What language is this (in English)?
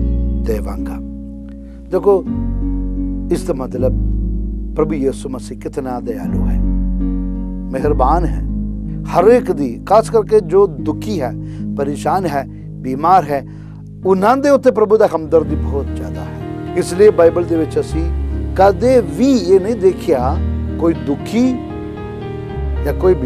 Punjabi